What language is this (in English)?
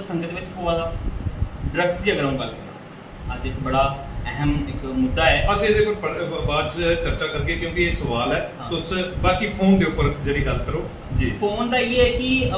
Dogri